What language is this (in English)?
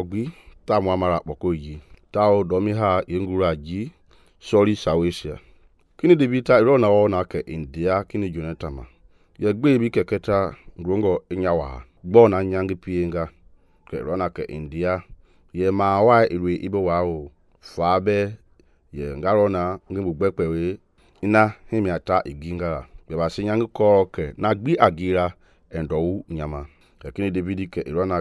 Mende